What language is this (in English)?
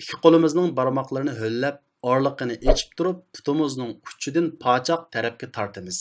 Uyghur